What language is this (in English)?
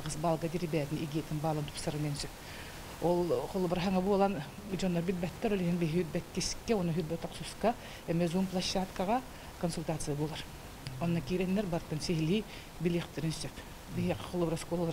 Yakut